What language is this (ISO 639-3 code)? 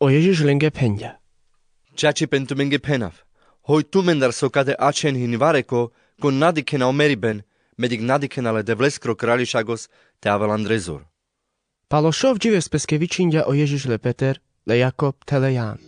rmc